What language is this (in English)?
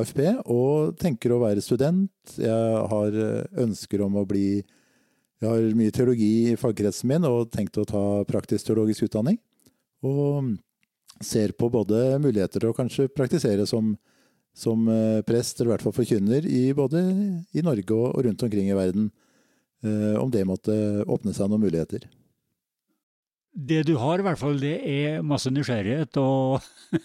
Norwegian